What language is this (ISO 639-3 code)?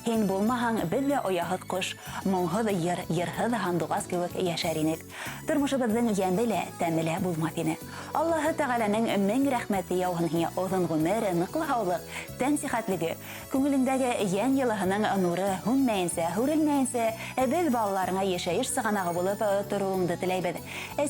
bak